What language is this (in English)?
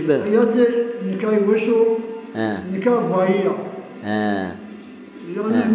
Zaza